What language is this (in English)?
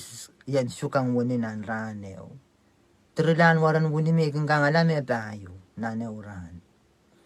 Pohnpeian